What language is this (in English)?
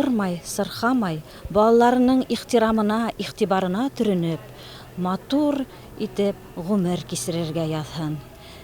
Bashkir